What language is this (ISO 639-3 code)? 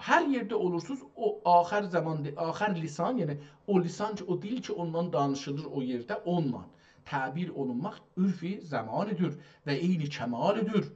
azb